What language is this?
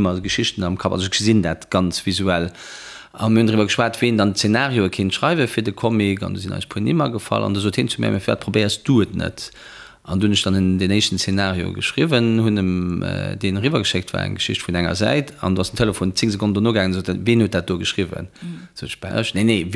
Luxembourgish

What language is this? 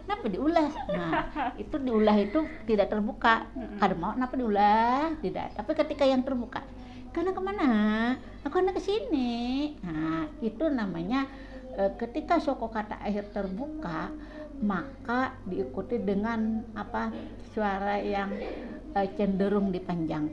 Banjar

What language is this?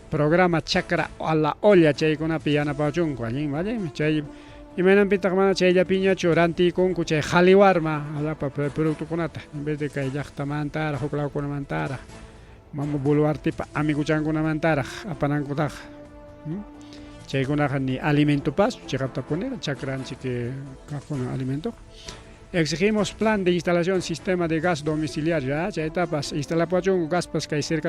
Ayacucho Quechua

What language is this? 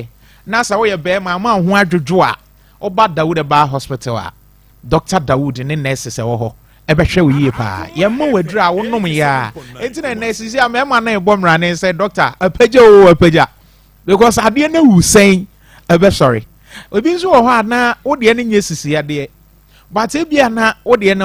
Akan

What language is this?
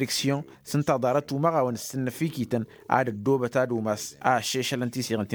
Tamasheq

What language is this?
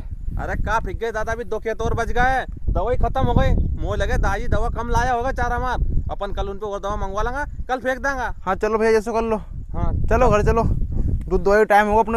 Rajasthani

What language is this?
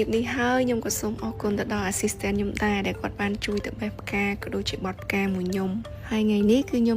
Khmer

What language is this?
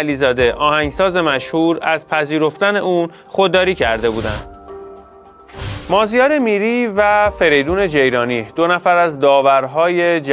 Persian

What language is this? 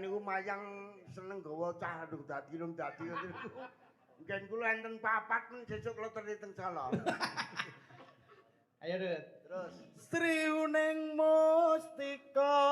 Javanese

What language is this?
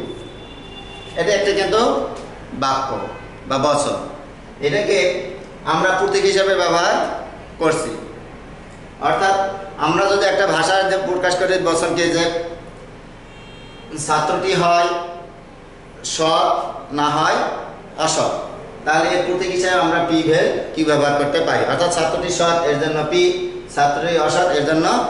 Bangla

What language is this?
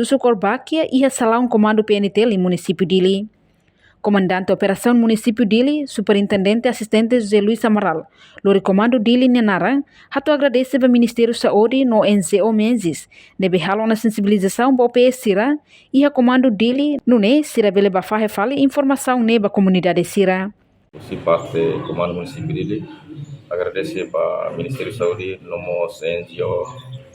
Tetum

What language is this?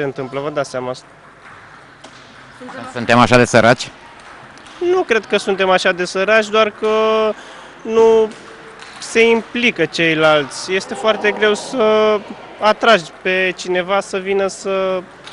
Romanian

